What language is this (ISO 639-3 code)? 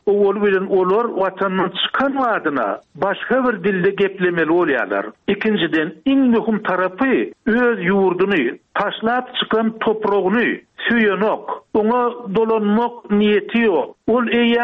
tuk